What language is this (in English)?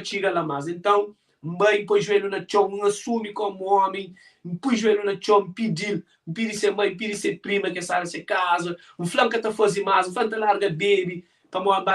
Kabuverdianu